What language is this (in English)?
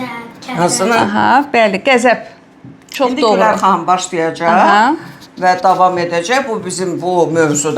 Azerbaijani